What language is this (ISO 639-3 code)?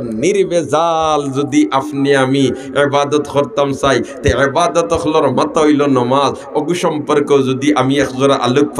syl